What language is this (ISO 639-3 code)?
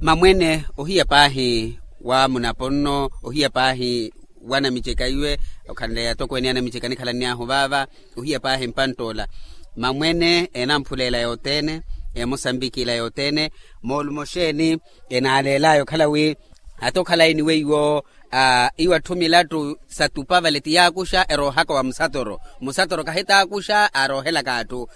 vmw